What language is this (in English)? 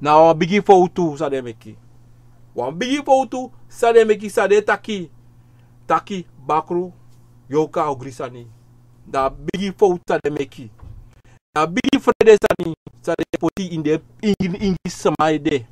Sranan Tongo